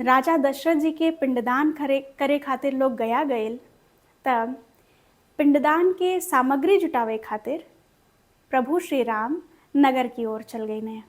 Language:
Bhojpuri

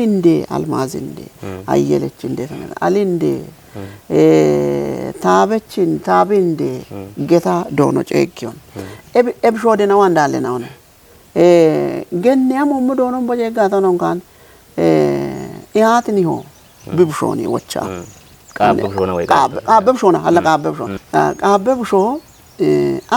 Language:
Kafa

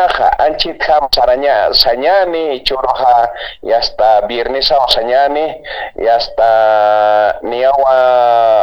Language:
Aymara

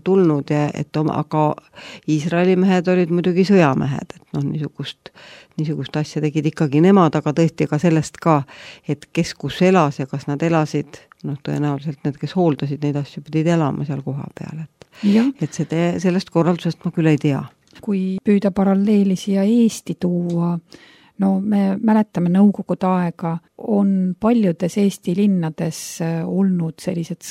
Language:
Estonian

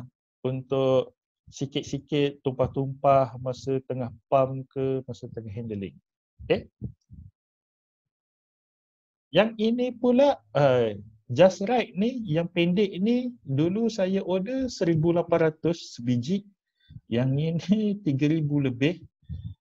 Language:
Malay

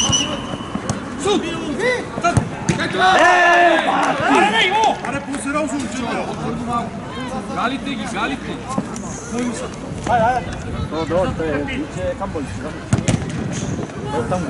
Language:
Bulgarian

